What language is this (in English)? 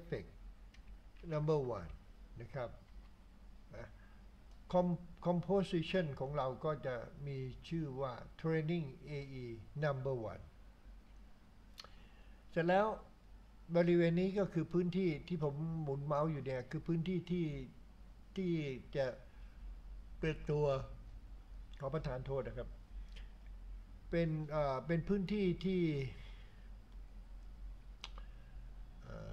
Thai